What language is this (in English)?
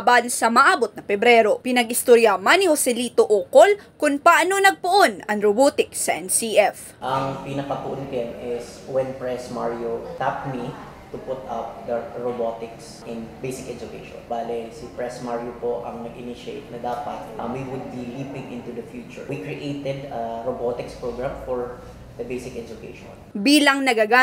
Bikol